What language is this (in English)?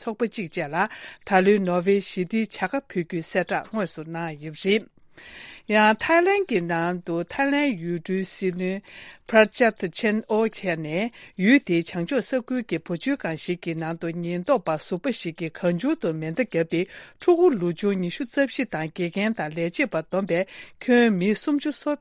Tibetan